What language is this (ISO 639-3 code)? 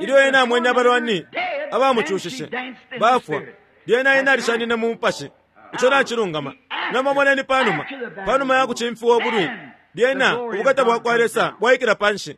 bem